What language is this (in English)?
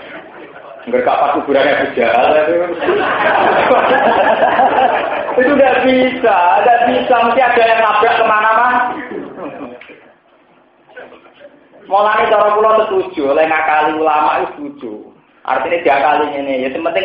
Indonesian